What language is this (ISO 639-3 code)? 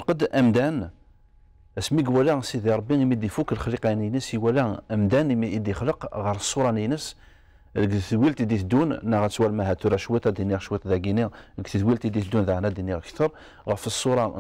kab